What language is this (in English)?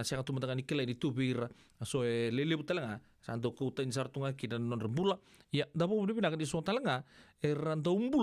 Fijian